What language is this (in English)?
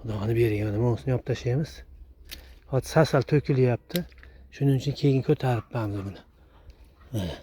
Uzbek